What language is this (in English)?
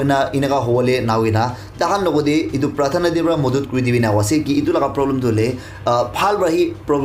Naga Pidgin